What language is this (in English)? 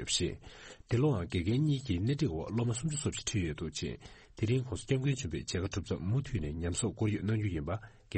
Tibetan